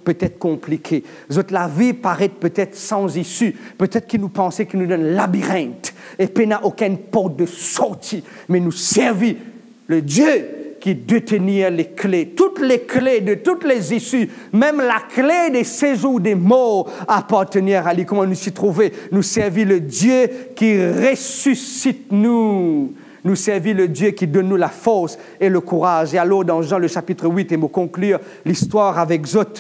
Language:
Morisyen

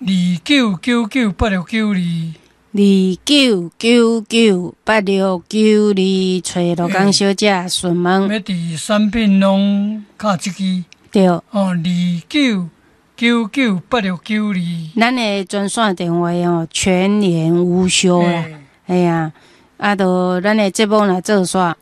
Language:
Min Nan Chinese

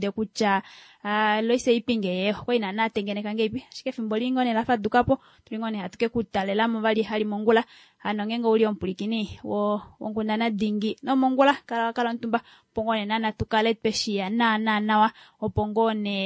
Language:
Kuanyama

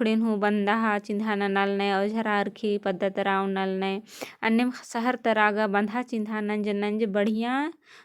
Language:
Kurukh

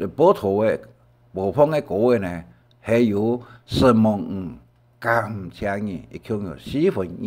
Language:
Hakka Chinese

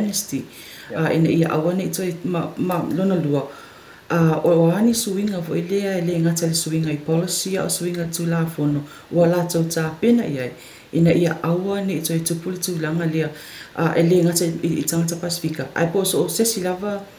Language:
Samoan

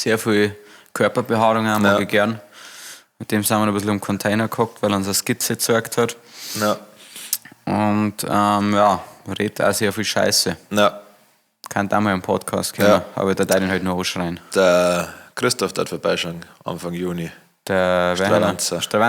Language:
Bavarian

